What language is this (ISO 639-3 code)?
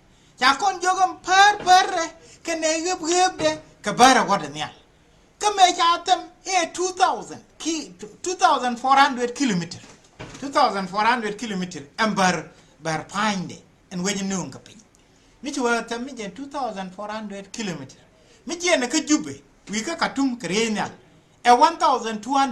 nus